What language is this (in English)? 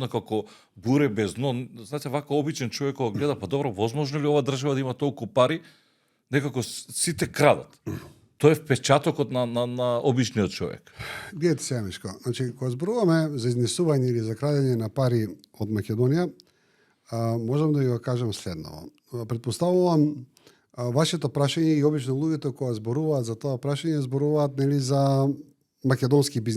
Macedonian